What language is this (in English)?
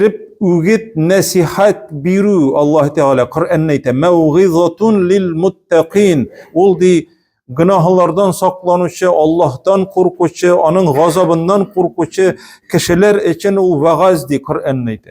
Tatar